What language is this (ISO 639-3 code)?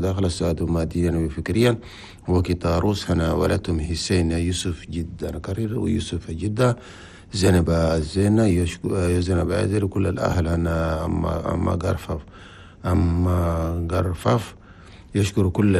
shu